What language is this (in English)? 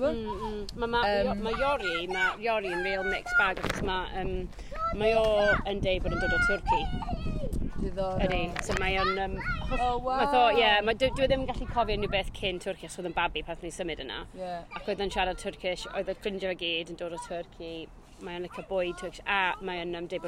Welsh